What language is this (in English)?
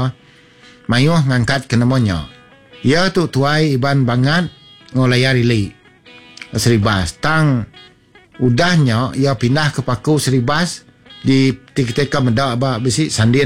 Iban